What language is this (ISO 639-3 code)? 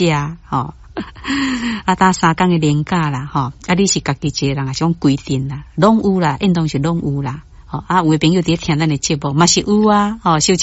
nan